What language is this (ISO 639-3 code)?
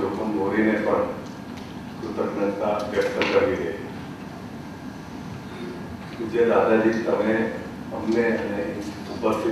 guj